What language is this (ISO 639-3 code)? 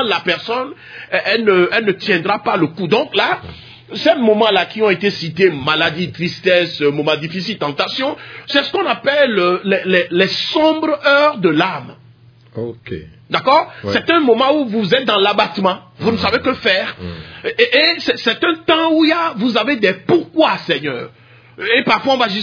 fra